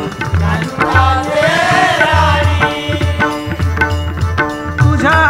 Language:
Marathi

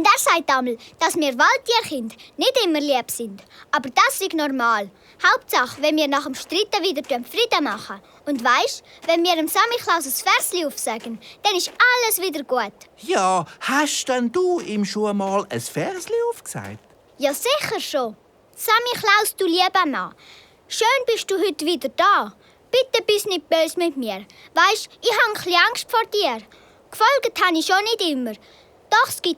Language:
Swiss German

